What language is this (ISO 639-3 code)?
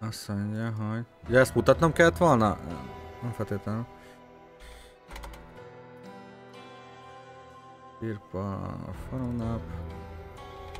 hun